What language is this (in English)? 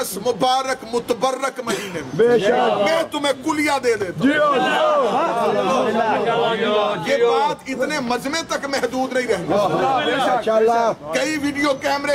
Urdu